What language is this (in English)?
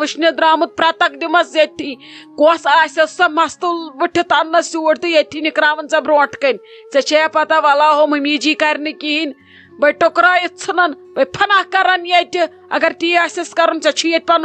Kashmiri